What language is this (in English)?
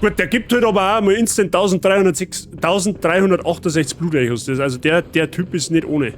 Bavarian